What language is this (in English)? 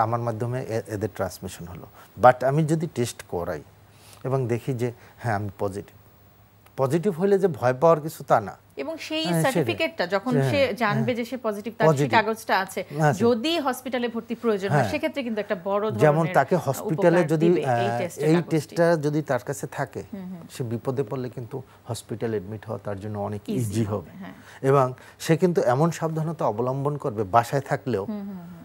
Bangla